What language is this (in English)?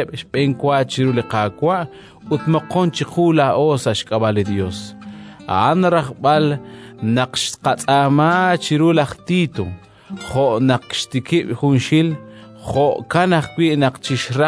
Kekchí